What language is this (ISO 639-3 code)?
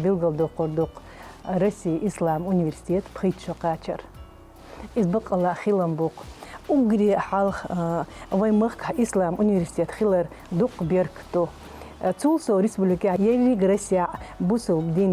che